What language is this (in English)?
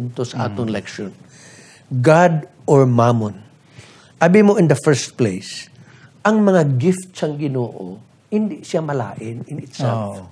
Hiligaynon